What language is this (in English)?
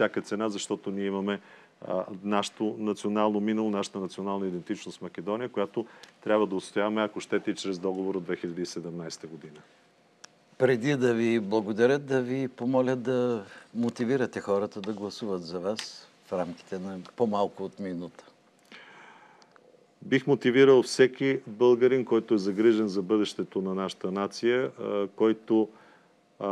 Bulgarian